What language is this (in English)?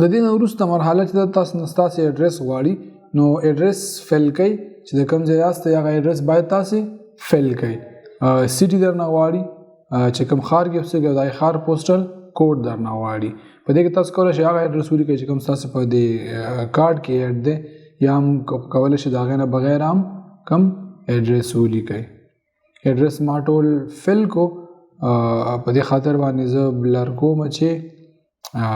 Pashto